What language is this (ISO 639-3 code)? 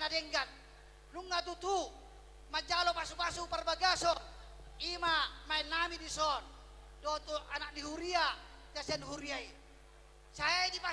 bbc